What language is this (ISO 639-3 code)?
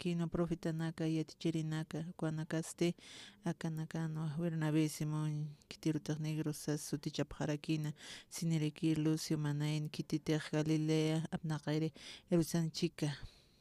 aym